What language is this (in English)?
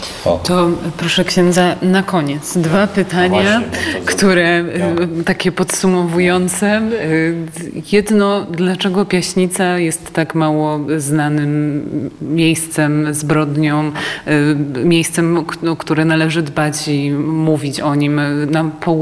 Polish